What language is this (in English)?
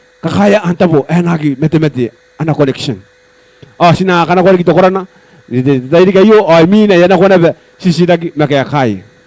Gilbertese